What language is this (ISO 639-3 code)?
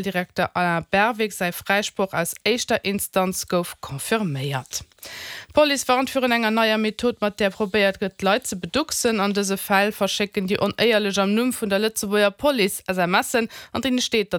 ltz